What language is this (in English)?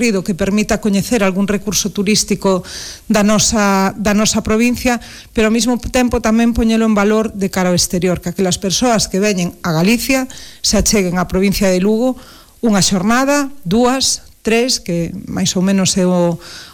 Galician